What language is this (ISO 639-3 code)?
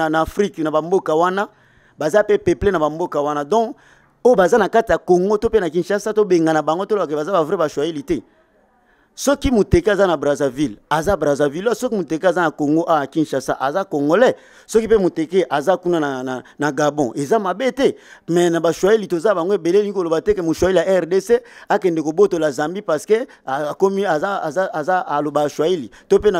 lin